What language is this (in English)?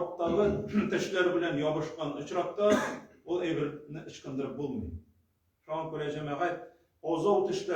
Tatar